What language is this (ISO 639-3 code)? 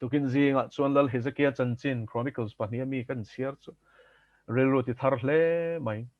lus